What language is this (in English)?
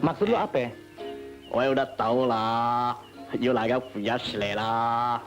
Betawi